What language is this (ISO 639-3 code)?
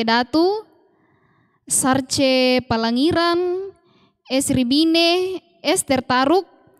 sda